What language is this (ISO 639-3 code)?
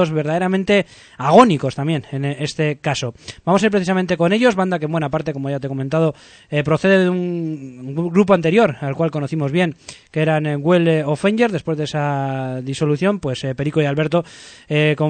spa